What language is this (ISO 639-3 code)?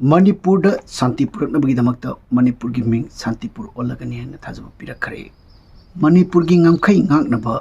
mni